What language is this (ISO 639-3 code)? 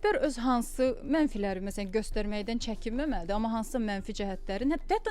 aze